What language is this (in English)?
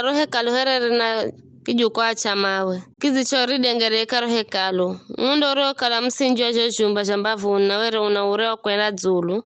Giryama